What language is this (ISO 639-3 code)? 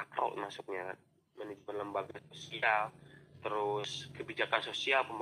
ind